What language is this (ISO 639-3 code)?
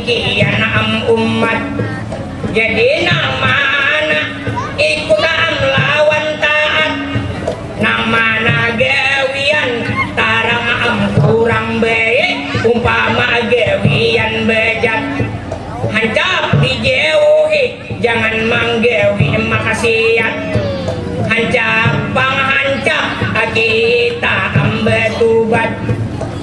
bjn